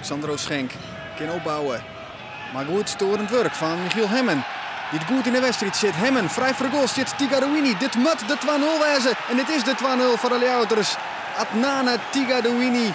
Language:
Western Frisian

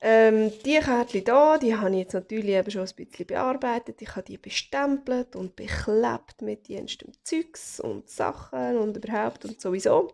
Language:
Swiss German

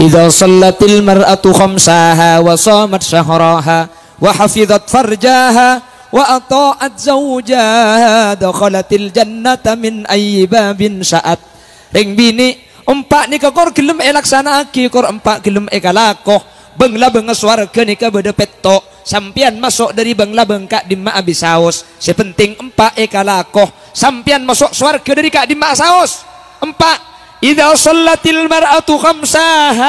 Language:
Madurese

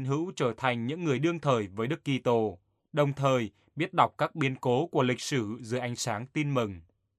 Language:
Vietnamese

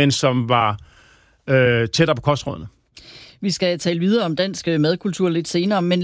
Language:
Danish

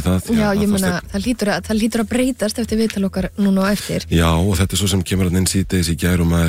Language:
Icelandic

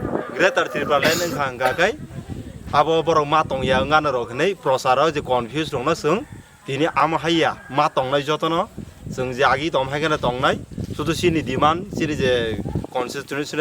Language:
Kok Borok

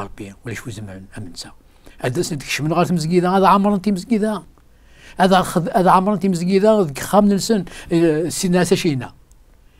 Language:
Kabyle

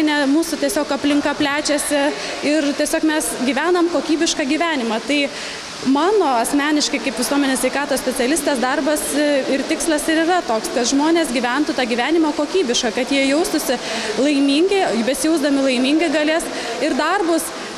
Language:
Lithuanian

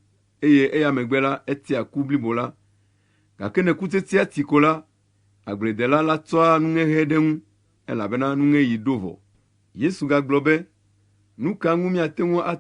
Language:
Ewe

